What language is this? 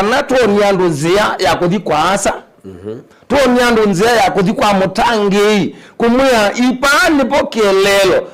Kamba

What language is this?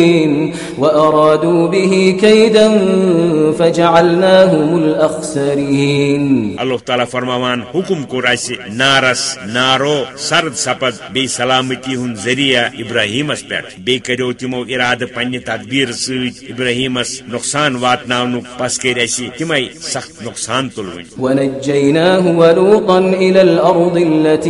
Kashmiri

